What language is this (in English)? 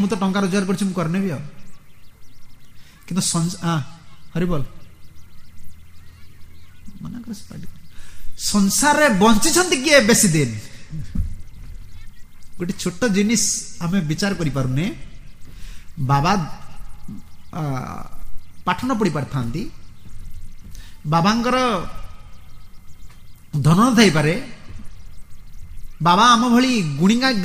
Odia